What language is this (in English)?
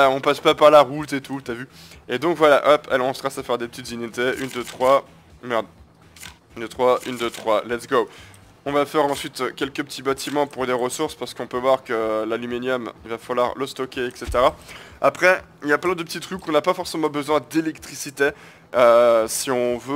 French